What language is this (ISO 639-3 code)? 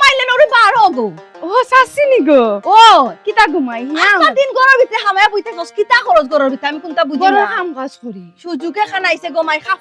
syl